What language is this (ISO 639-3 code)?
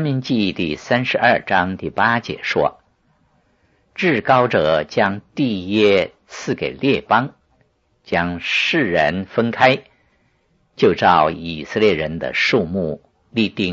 zho